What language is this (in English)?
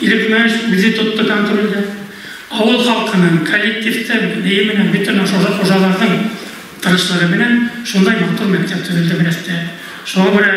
Bashkir